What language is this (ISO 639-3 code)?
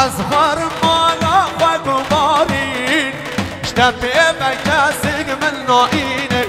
kur